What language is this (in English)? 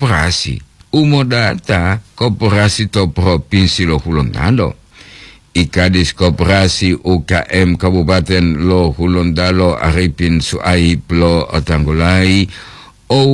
Gorontalo